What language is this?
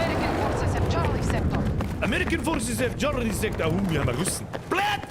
Bavarian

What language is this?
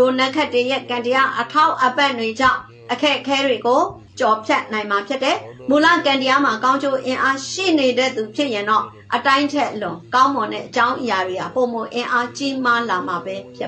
Burmese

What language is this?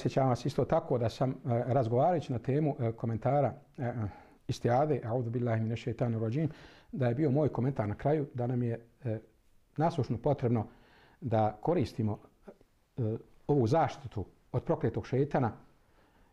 Bosnian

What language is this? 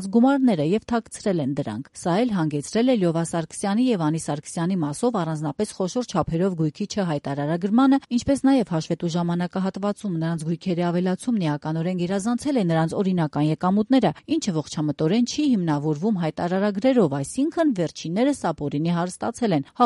Armenian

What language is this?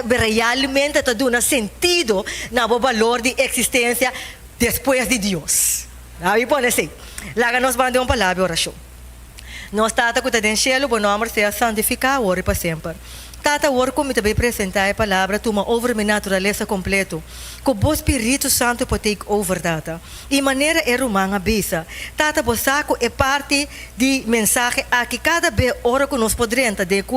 Papiamento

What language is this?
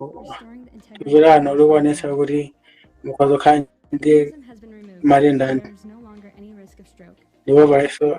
Nyanja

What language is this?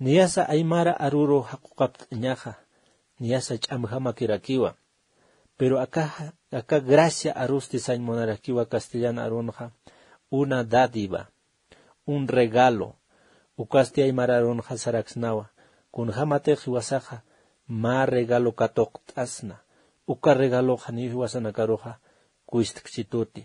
Aymara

